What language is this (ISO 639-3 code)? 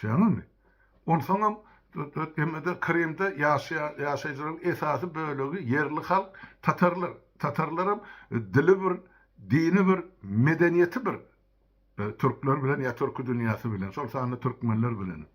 tuk